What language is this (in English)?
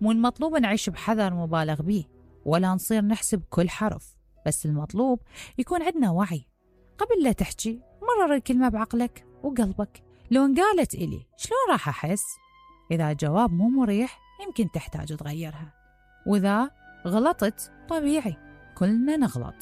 Mesopotamian Arabic